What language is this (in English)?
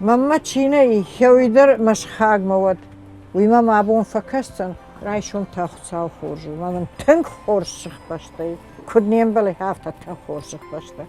Ossetic